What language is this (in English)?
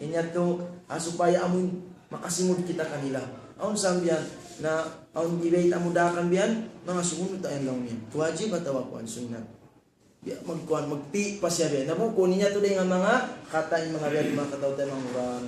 Tausug